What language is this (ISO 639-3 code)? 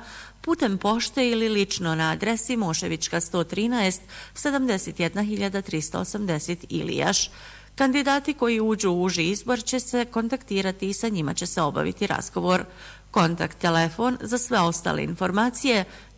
bos